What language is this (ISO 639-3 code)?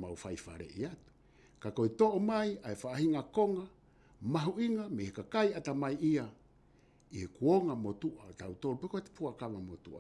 ton